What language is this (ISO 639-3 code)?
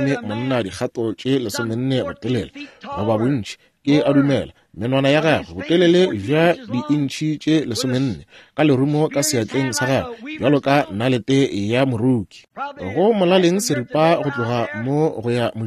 nso